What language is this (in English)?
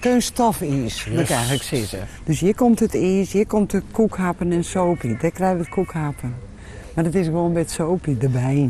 Western Frisian